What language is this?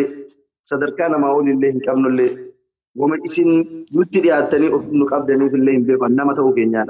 Oromo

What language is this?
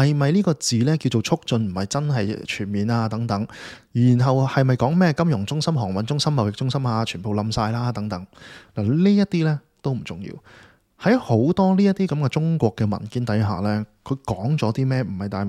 Cantonese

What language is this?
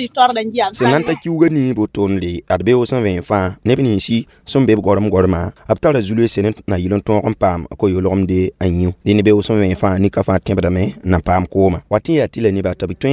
Mossi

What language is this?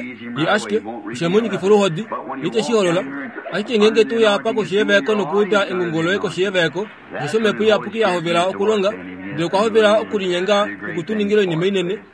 Kuanyama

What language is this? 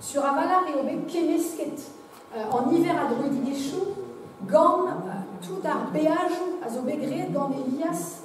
Breton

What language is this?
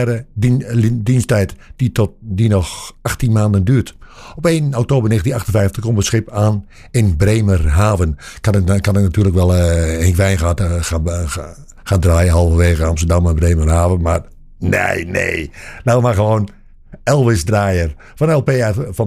Dutch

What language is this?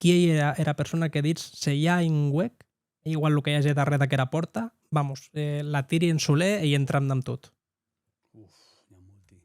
Occitan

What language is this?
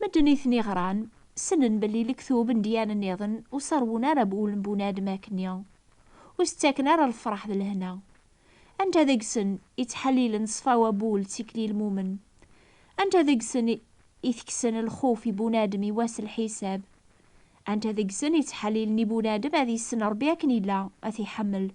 Kabyle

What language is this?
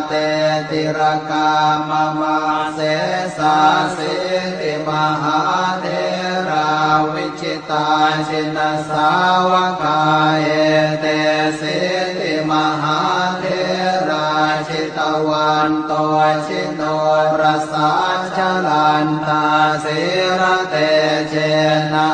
Pali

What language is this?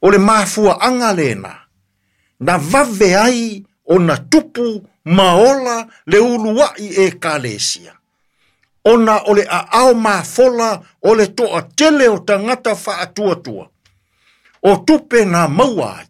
Samoan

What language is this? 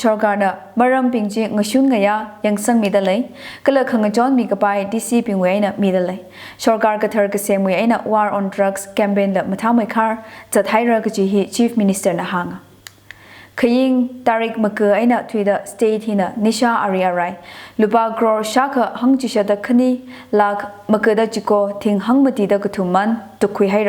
Tangkhul Naga (India)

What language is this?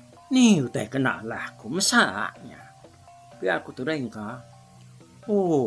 Iban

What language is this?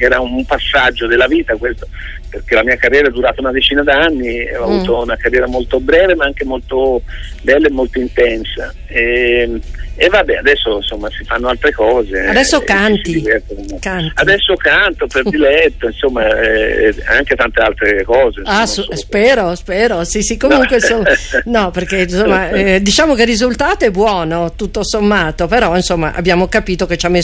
Italian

